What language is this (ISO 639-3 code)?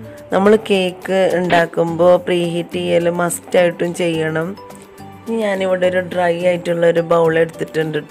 mal